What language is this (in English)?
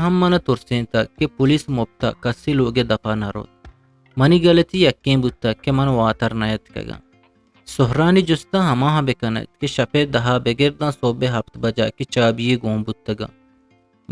Eastern Balochi